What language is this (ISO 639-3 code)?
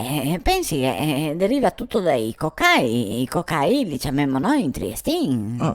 vec